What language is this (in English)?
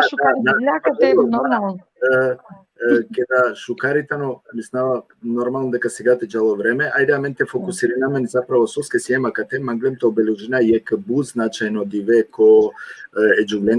Balkan Romani